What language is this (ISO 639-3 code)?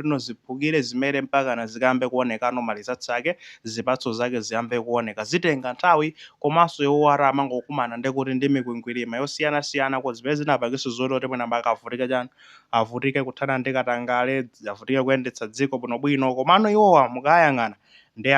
nya